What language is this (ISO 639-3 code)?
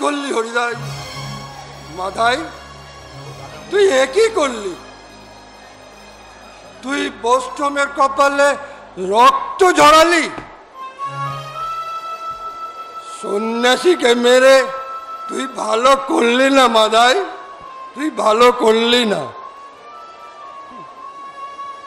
ben